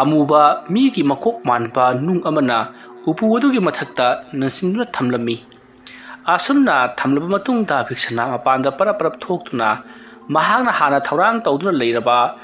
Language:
Manipuri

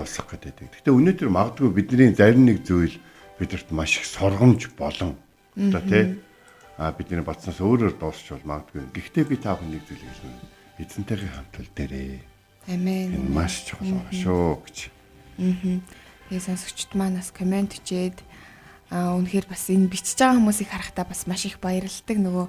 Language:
Mongolian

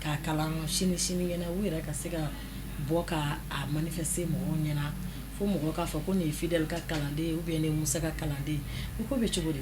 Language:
Bambara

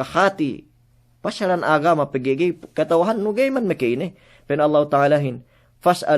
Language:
Yakan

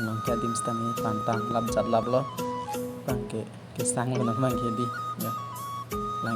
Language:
Karbi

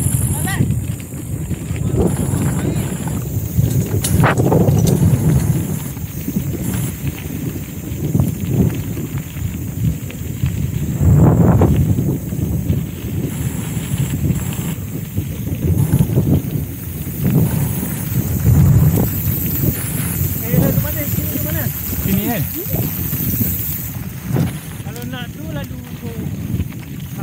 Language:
Malay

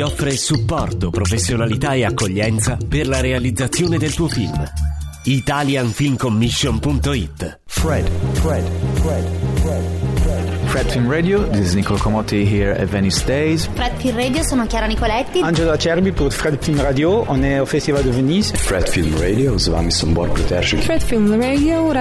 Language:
Italian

